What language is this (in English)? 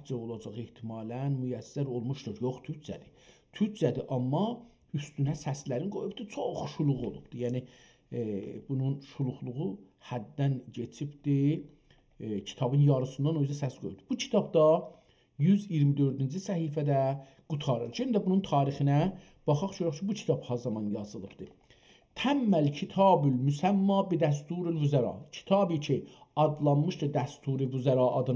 South Azerbaijani